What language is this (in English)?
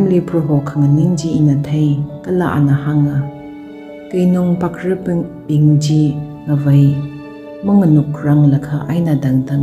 Tangkhul Naga (India)